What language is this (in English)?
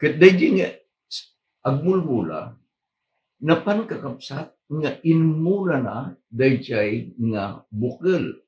Iloko